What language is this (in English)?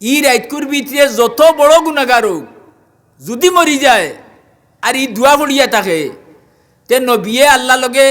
Sylheti